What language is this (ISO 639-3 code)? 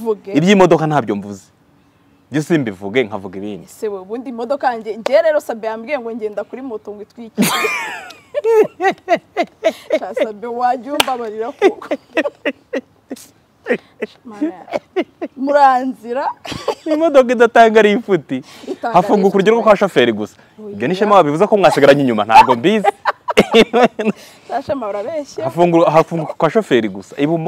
kin